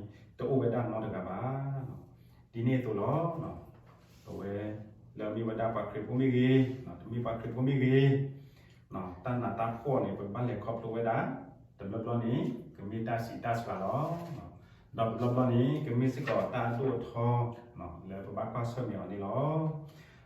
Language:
S'gaw Karen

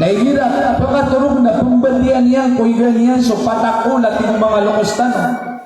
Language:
Maranao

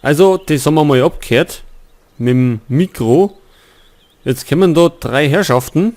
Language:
Bavarian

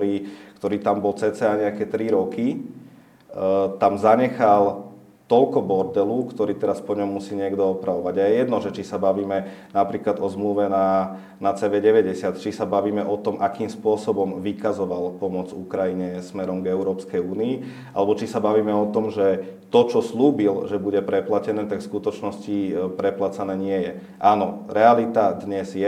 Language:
Slovak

